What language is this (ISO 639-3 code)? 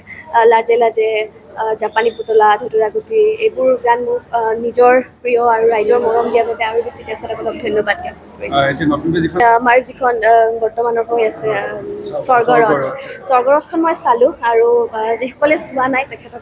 asm